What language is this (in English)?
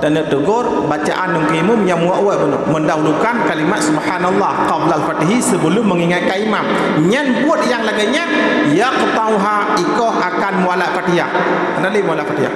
Achinese